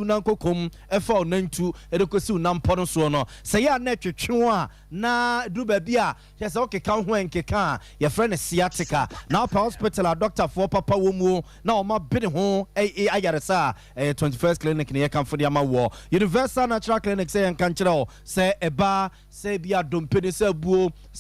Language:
Akan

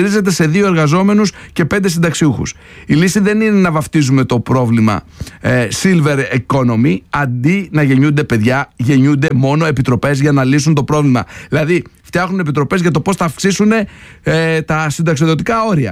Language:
Greek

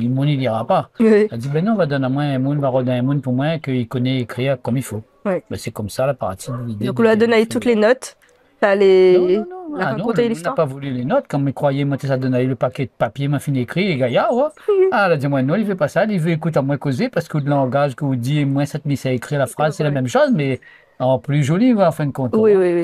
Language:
Réunion Creole French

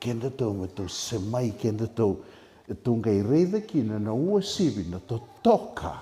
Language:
Fijian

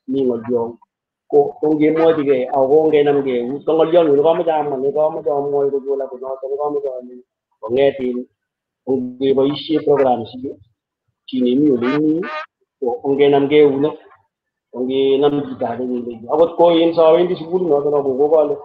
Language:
Kalenjin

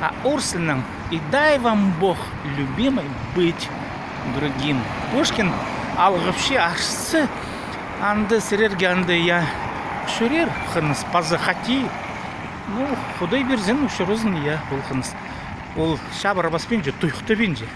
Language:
Khakas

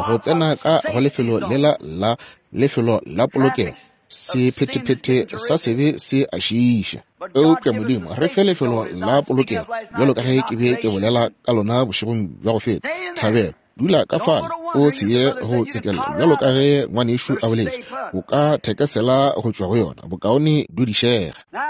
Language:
Northern Sotho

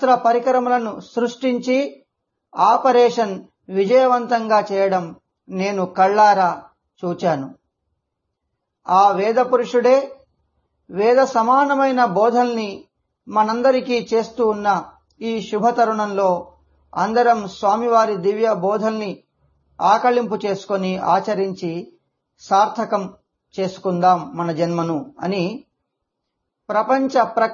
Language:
Telugu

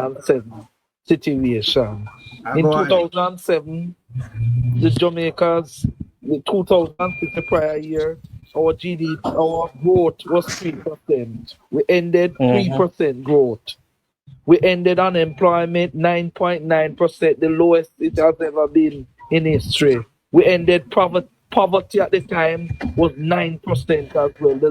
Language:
Jamaican Creole English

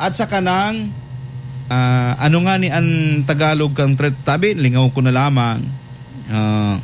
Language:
Bikol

